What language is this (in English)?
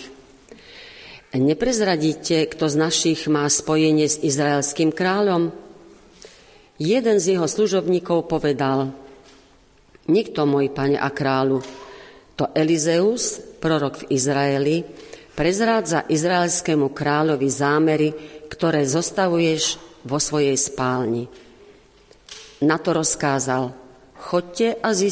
Slovak